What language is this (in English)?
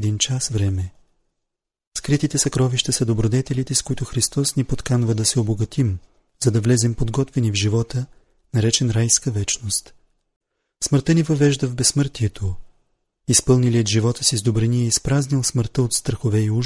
Bulgarian